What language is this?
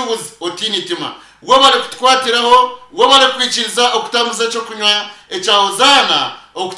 Nyankole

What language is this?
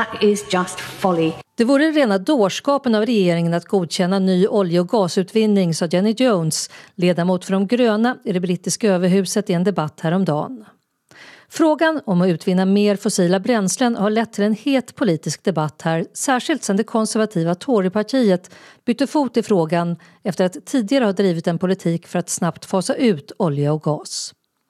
Swedish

